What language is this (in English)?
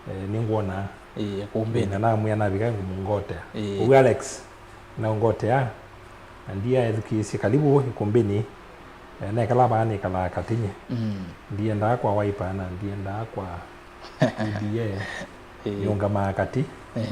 Kamba